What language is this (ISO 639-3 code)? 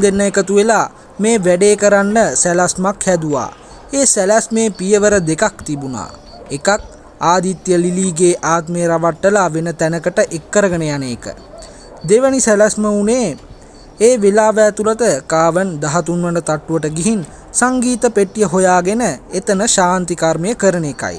sin